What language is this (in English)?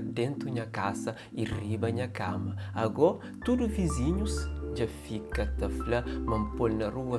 Kabuverdianu